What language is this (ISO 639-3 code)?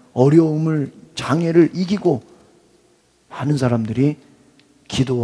kor